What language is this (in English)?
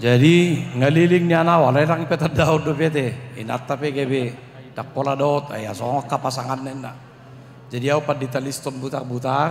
Batak Toba